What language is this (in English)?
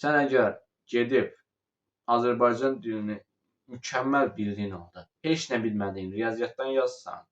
Azerbaijani